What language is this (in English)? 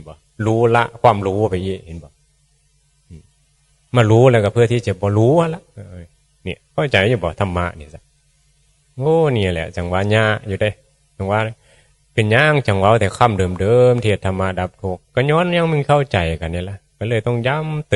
Northeastern Thai